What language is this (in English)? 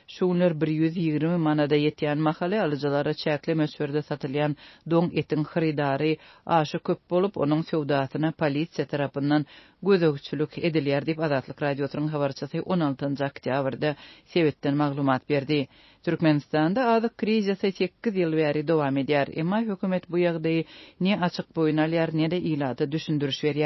Turkmen